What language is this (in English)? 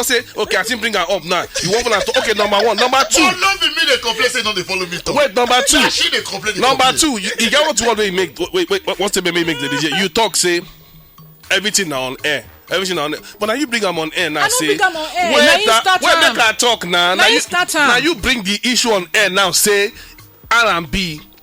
Nigerian Pidgin